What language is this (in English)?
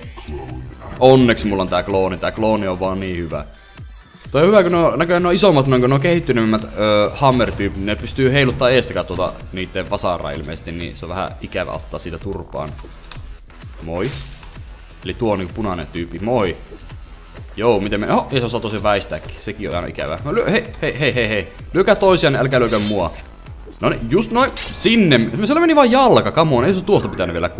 Finnish